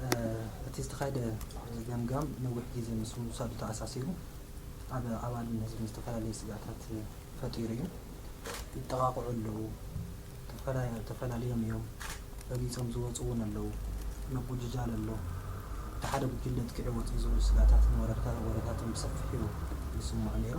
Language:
Tigrinya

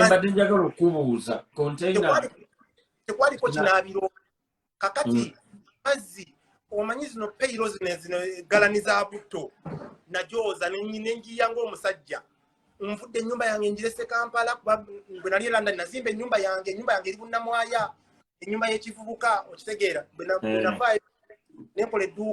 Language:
Ganda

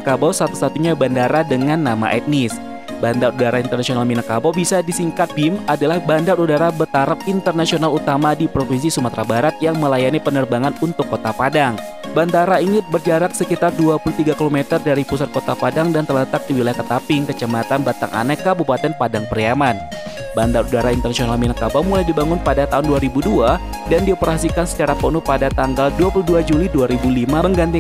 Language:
Indonesian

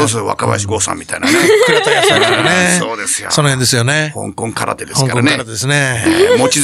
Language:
Japanese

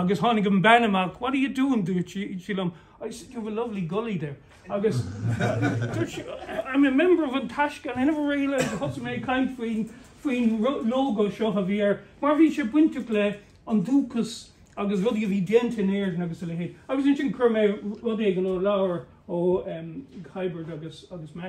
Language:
Irish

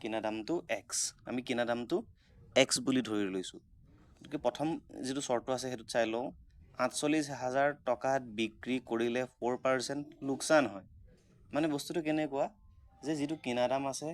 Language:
Assamese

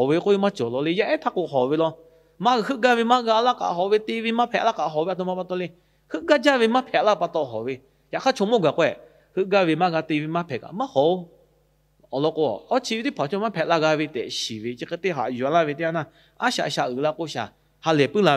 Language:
Lahu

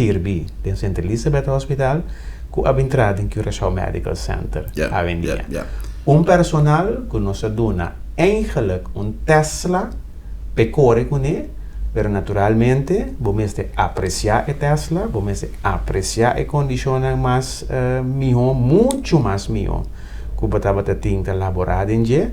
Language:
Papiamento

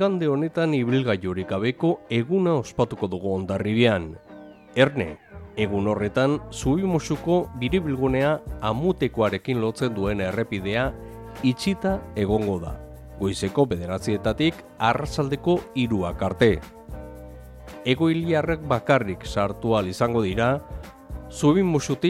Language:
Basque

